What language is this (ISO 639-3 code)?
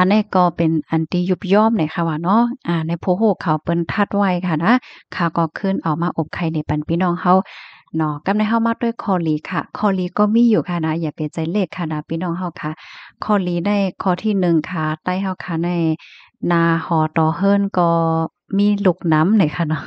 shn